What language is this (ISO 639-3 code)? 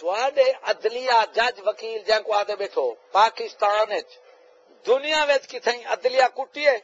skr